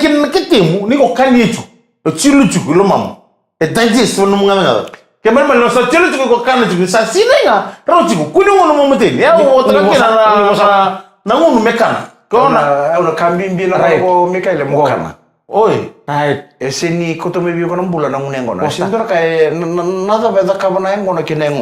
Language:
Fijian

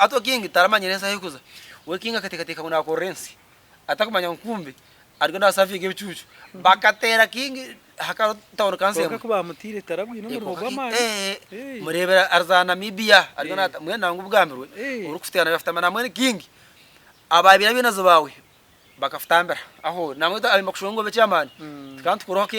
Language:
Nyankole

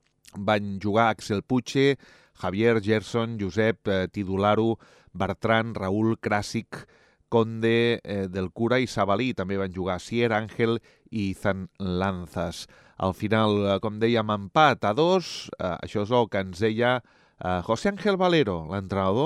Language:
Catalan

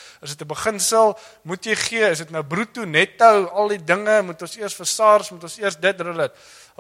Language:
Afrikaans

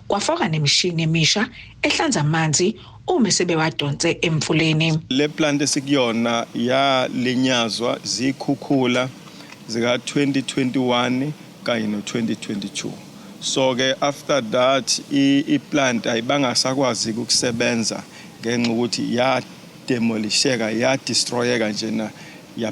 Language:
Zulu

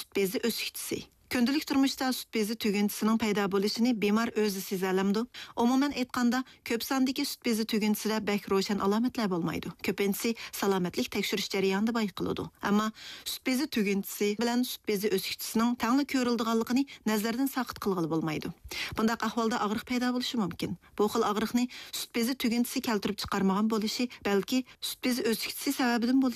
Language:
Uyghur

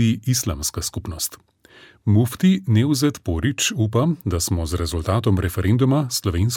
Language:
Slovenian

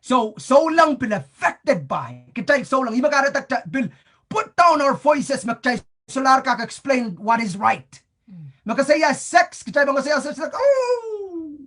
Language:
Pohnpeian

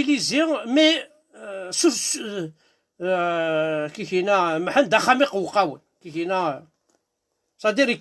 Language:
Kabyle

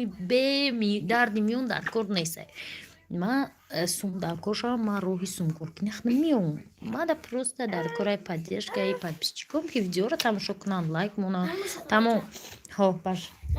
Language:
Tajik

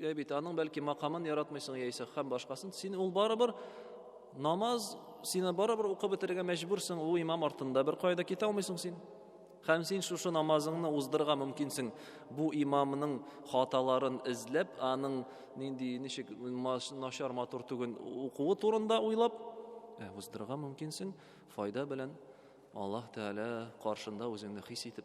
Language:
Tatar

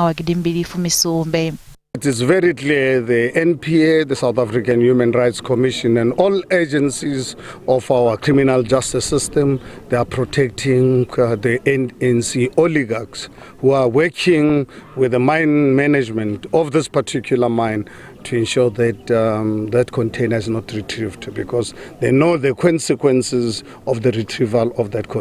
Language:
Venda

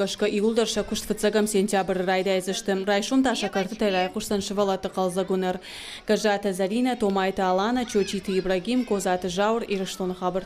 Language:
Ossetic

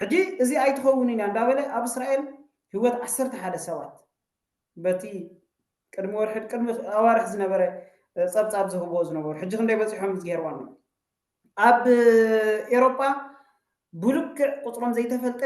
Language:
Tigrinya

